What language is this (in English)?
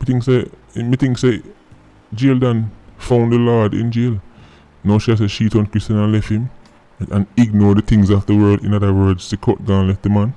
Jamaican Creole English